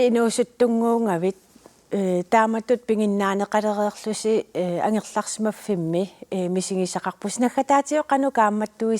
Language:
Kalaallisut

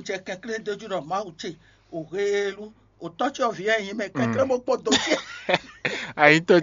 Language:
Fon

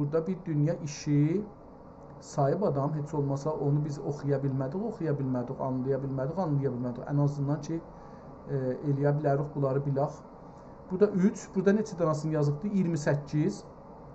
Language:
South Azerbaijani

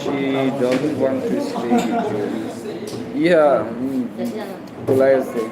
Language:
Naga Pidgin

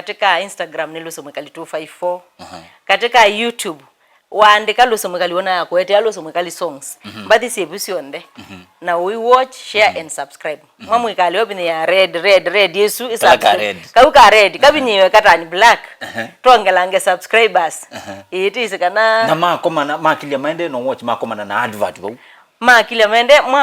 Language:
Kamba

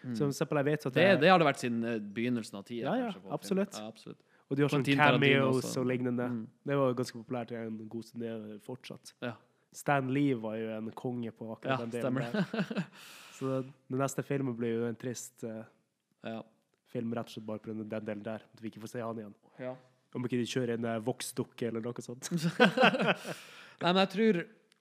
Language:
Norwegian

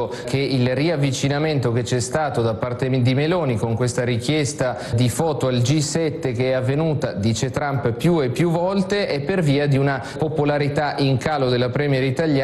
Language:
Italian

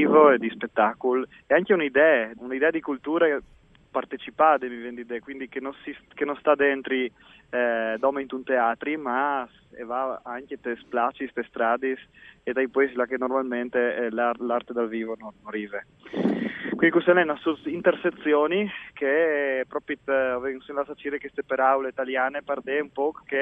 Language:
Friulian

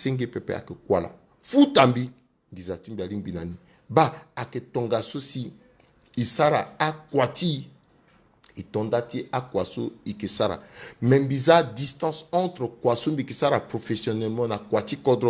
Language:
Sango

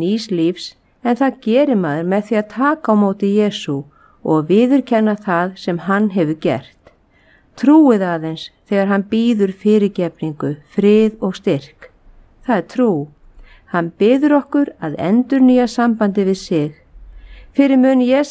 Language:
Icelandic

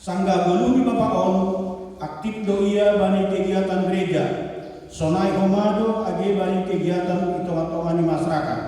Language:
Batak Simalungun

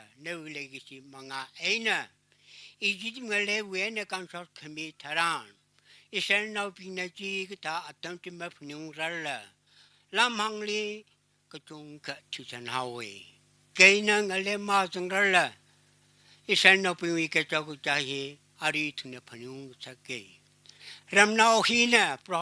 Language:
Tangkhul Naga (India)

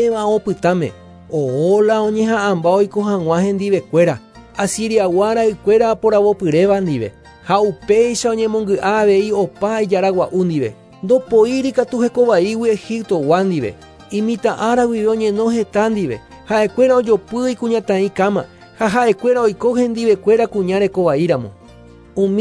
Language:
Guarani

